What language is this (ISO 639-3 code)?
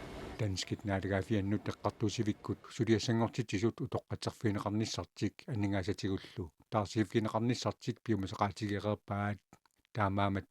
kal